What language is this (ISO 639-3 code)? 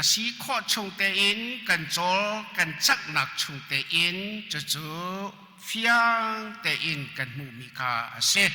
cnh